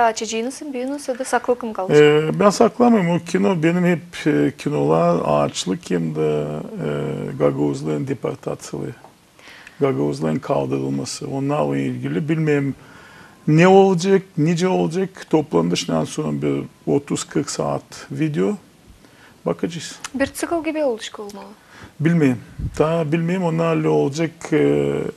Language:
Gagauz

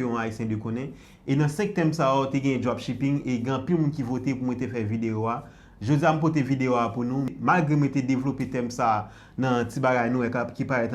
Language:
Haitian Creole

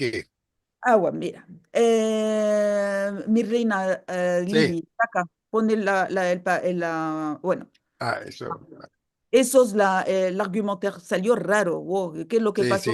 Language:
Ladino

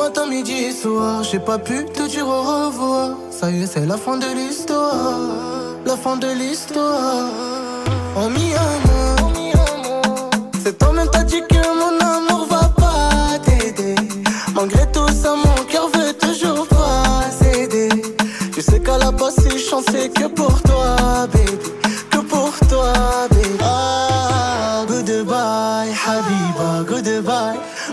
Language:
French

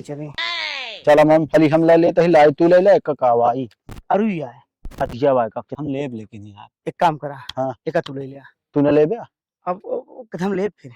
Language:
Awadhi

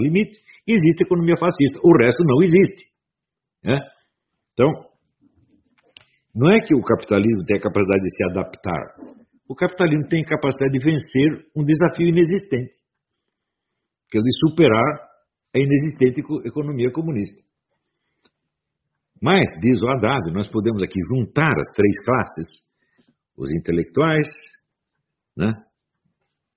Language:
Portuguese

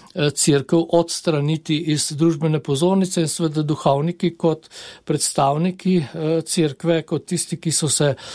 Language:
Slovenian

